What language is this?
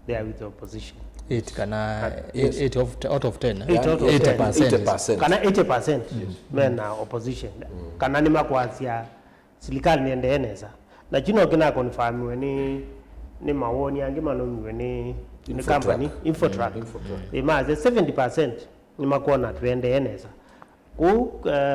Kamba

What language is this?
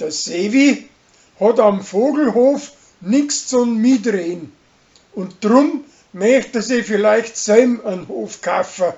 Bavarian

